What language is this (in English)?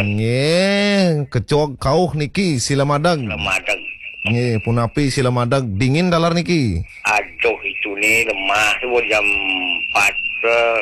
Balinese